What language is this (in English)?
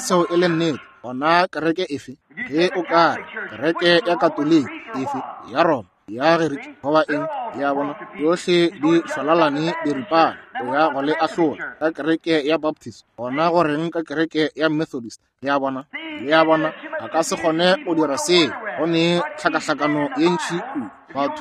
Northern Sotho